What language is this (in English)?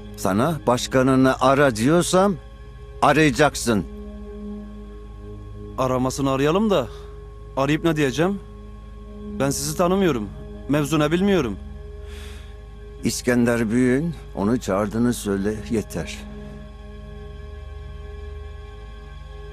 Turkish